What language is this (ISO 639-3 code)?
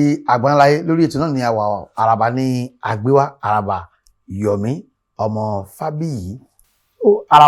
yor